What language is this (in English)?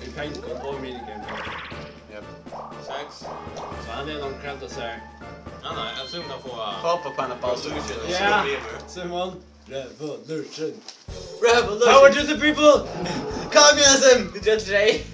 Faroese